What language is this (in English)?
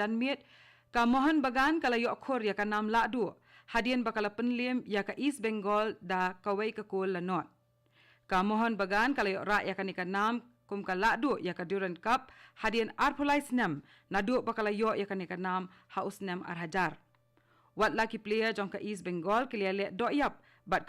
Khasi